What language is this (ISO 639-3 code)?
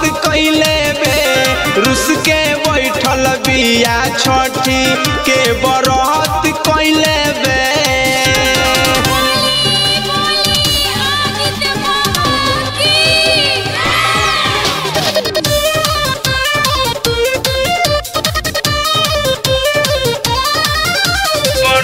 bho